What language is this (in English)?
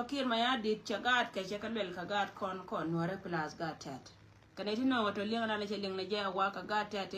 Nuer